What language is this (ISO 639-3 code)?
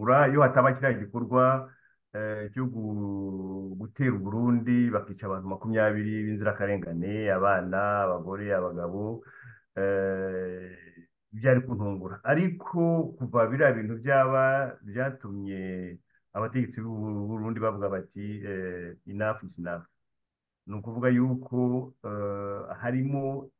kin